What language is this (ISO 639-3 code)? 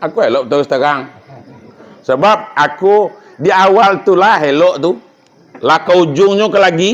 min